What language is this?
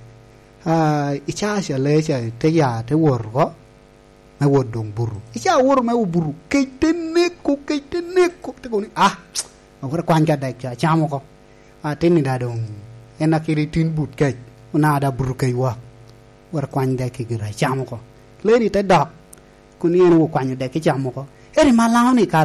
Lango (Uganda)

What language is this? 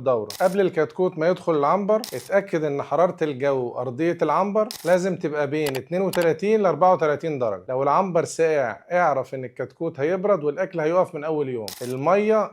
Egyptian Arabic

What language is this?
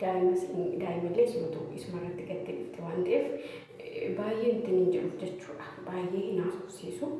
Oromo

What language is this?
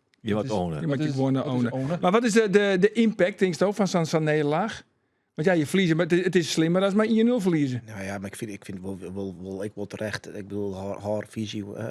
Western Frisian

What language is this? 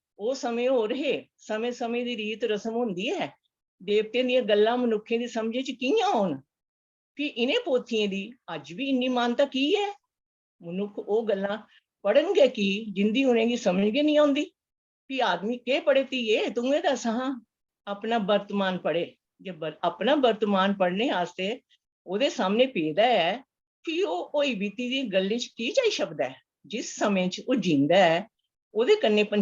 Dogri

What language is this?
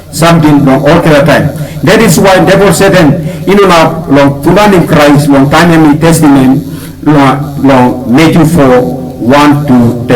Tok Pisin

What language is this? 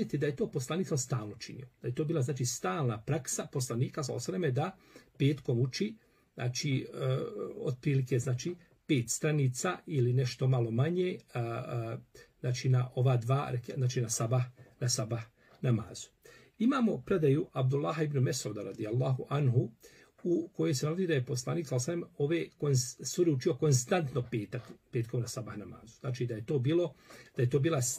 Bosnian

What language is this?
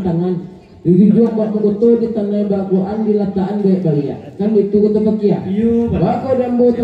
Minangkabau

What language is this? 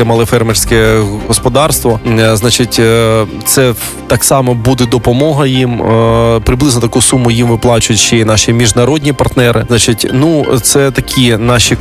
Ukrainian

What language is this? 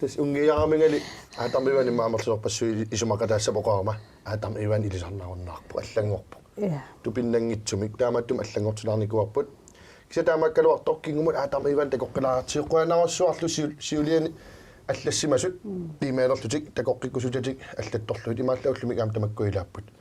Kalaallisut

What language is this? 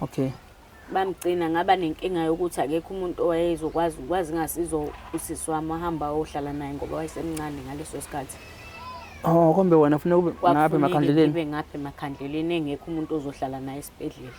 Zulu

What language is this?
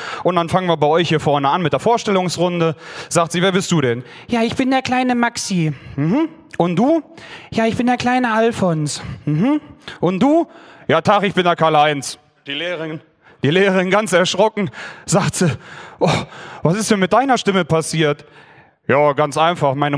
Bavarian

